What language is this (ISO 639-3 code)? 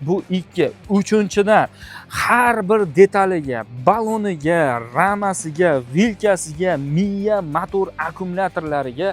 uzb